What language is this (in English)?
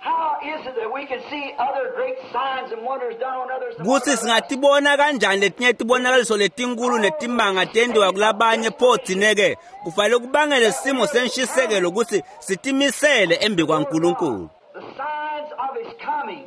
Swati